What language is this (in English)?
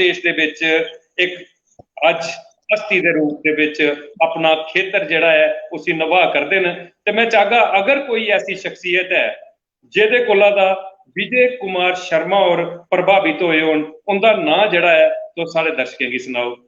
Dogri